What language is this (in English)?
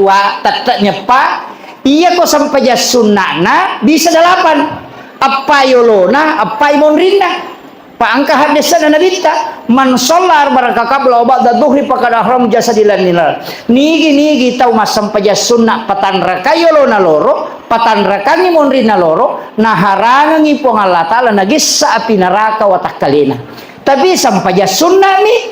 Buginese